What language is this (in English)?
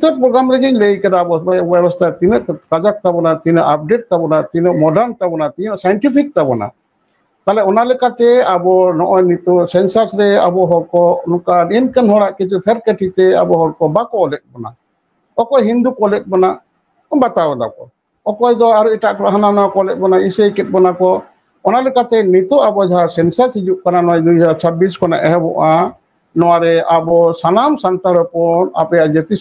Santali